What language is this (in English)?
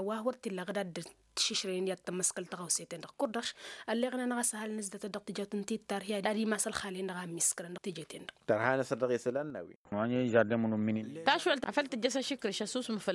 Tamasheq